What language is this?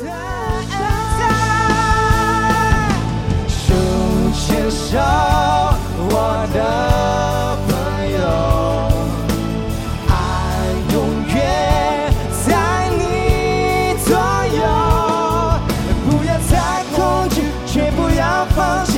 Chinese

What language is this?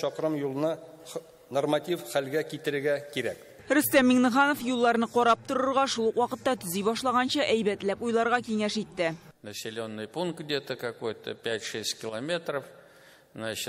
Tatar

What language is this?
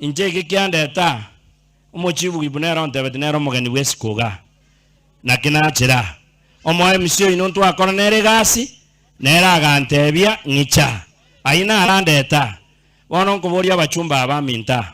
Gusii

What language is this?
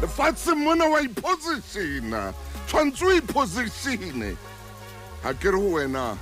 Southern Sotho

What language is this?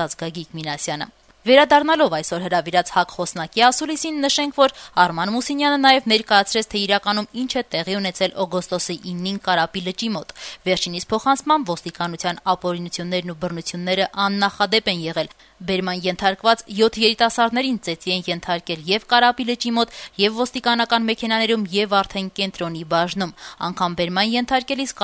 Armenian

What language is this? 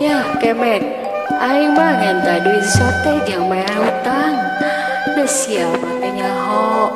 Sundanese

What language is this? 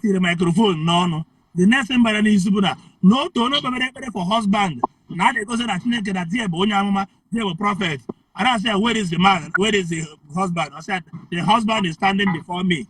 Igbo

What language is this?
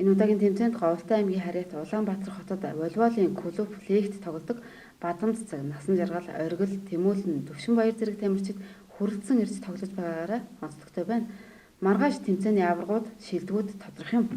Mongolian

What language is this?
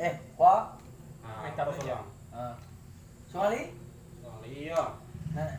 Minangkabau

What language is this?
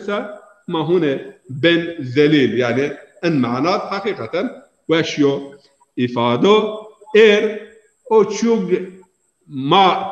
Zaza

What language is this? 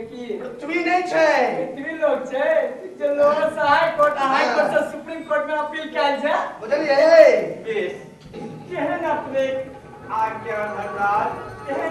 Maithili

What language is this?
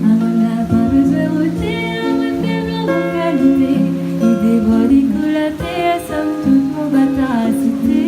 Réunion Creole French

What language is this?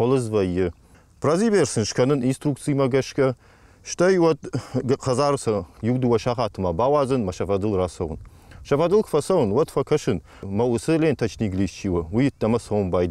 Ossetic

